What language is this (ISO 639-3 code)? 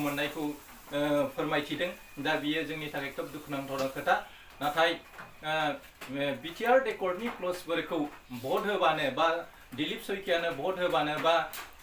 brx